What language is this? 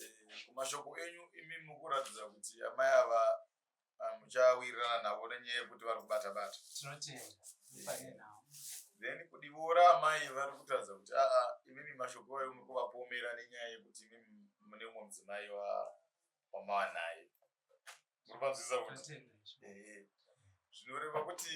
Shona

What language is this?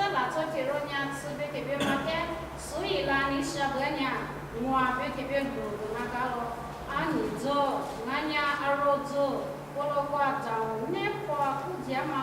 Lisu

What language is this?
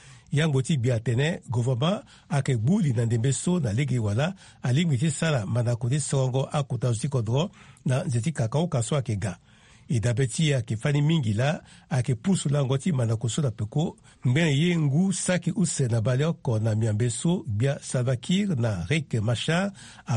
Sango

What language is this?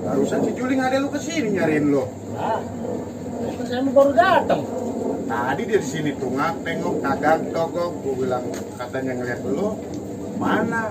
Betawi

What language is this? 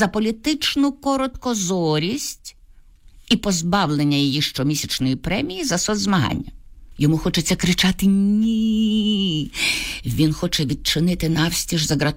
Ukrainian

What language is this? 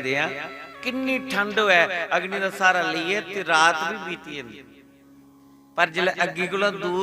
Dogri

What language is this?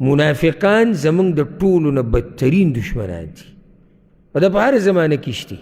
Pashto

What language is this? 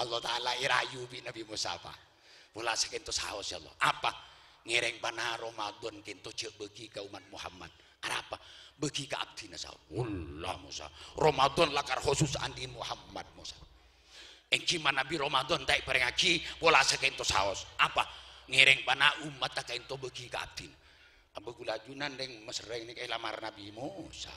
Madurese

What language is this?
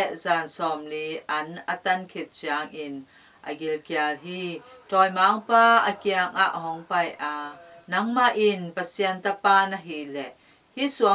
Tedim Chin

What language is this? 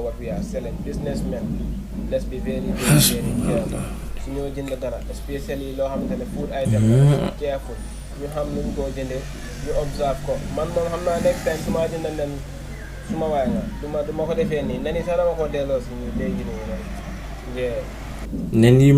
Wolof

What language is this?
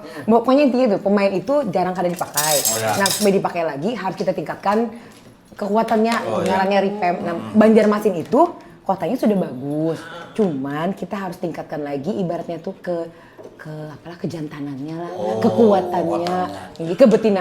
Banjar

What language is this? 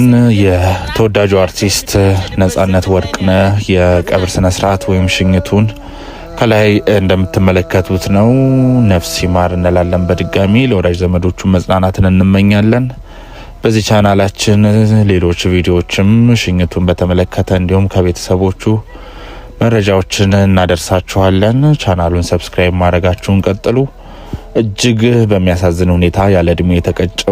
Amharic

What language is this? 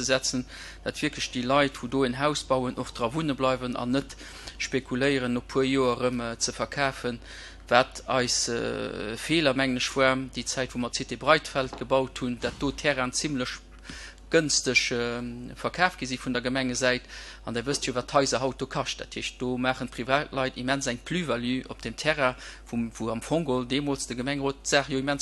Luxembourgish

